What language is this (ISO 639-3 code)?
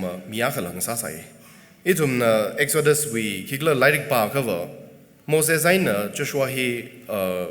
nmf